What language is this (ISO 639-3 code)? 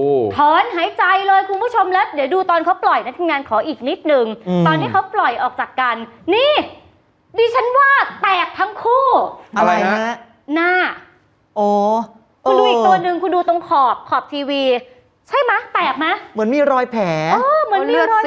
tha